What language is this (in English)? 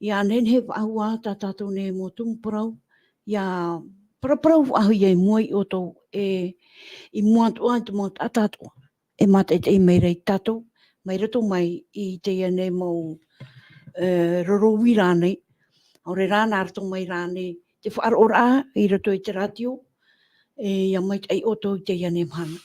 Tahitian